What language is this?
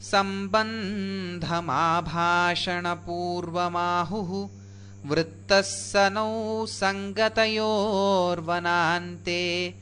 Sanskrit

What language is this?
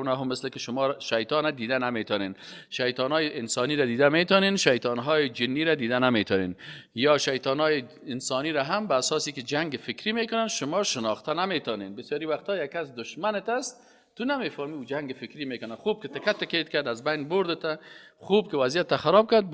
Persian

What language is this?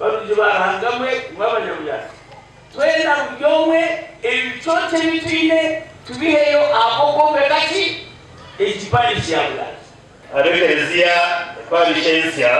Nyankole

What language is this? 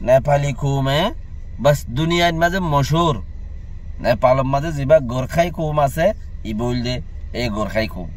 Rohingya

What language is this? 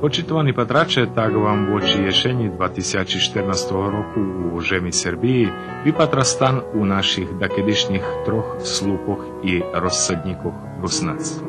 Rusyn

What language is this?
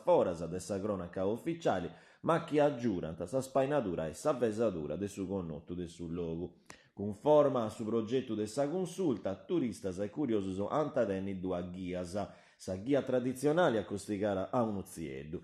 Sardinian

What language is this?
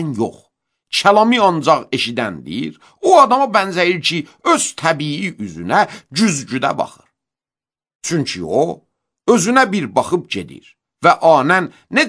Azerbaijani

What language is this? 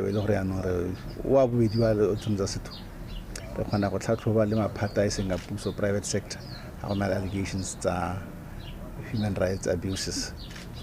Tswana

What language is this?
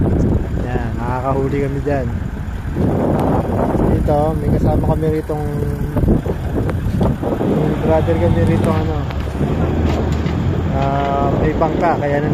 Filipino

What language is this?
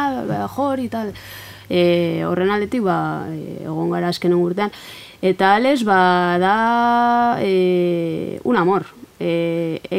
Basque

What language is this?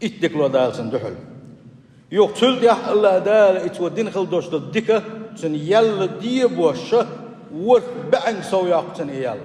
Chechen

